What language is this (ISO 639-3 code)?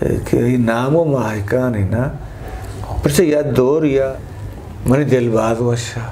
bgp